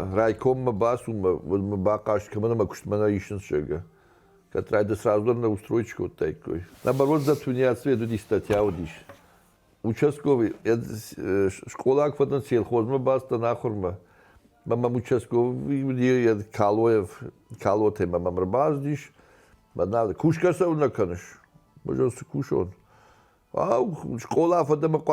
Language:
Ossetic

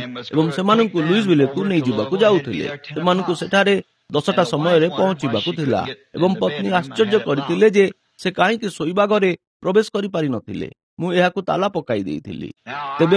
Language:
Odia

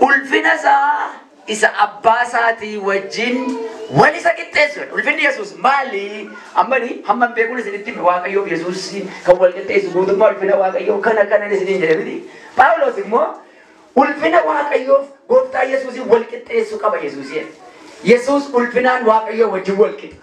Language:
Oromo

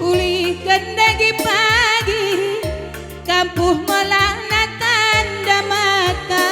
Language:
Batak Karo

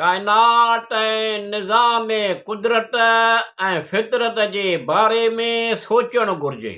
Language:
Sindhi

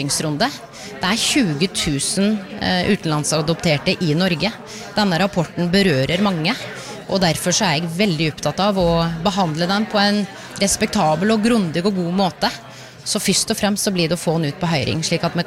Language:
Norwegian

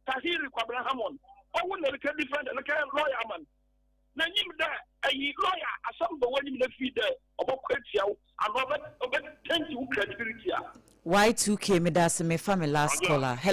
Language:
Akan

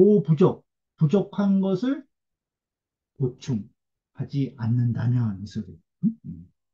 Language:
Korean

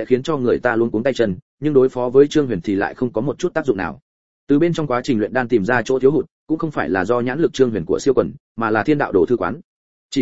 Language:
Vietnamese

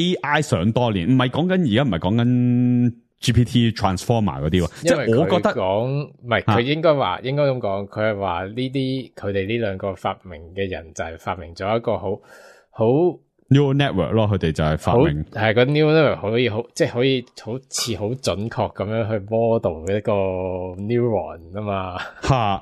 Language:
Cantonese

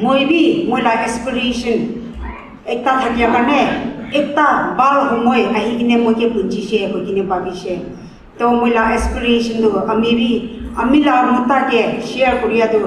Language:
Naga Pidgin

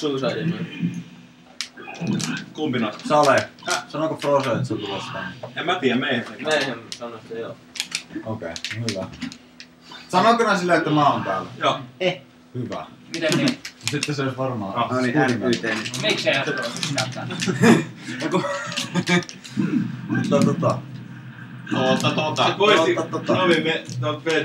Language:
Finnish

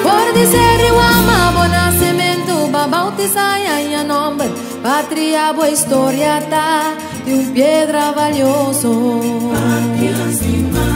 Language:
Papiamento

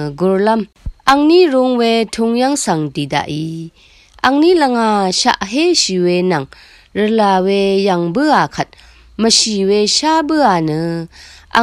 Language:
Rawang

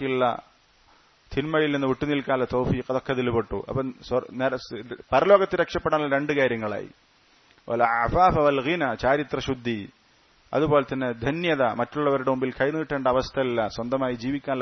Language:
Malayalam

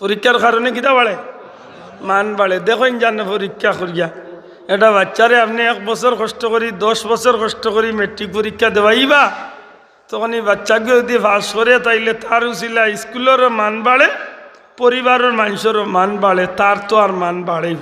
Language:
Sylheti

